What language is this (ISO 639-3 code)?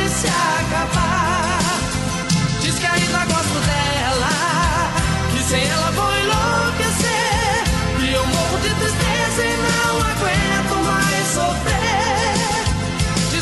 por